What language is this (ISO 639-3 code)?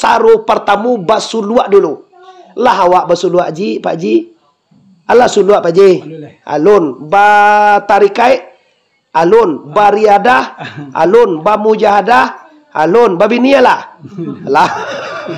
min